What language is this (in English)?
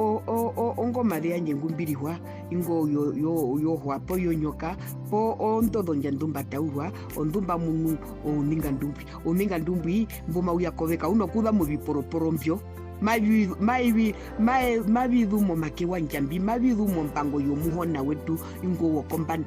Herero